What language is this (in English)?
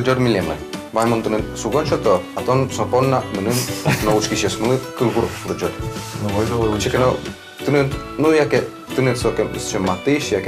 Udmurt